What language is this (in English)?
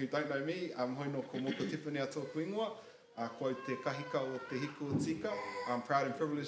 Māori